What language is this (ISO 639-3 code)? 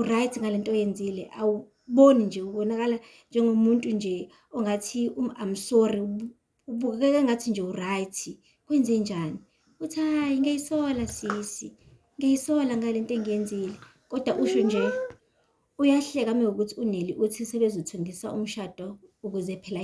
zul